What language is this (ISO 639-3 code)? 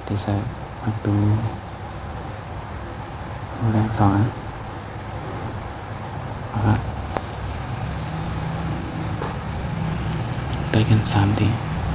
tha